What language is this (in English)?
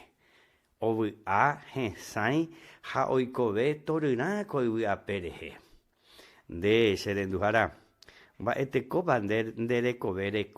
Guarani